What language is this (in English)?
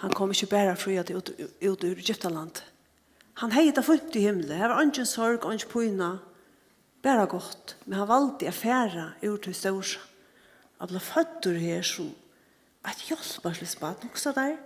Faroese